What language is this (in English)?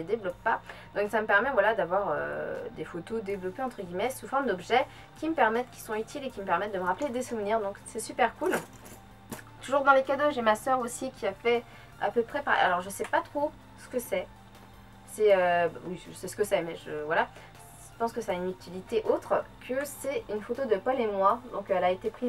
French